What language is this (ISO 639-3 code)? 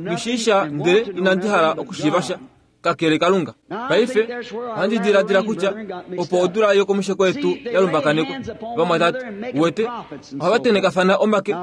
kua